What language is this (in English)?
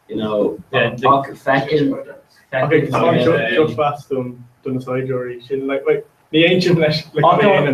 Irish